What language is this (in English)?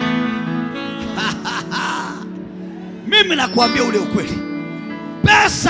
Swahili